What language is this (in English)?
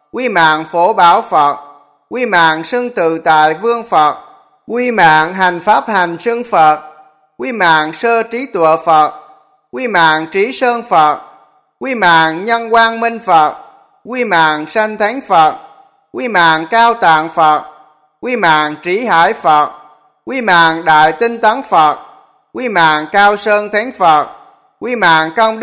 Vietnamese